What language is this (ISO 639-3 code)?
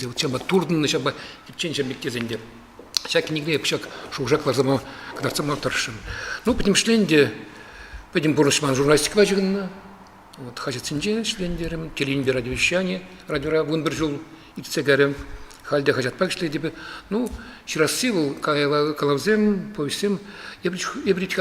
chv